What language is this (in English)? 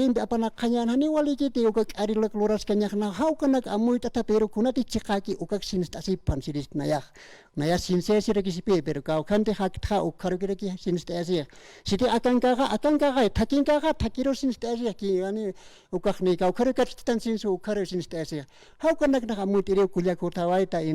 Aymara